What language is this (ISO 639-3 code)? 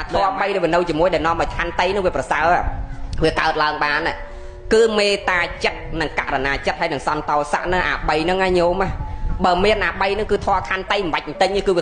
khm